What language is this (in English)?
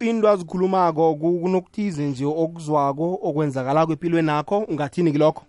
South Ndebele